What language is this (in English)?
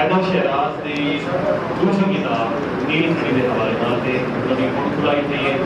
Saraiki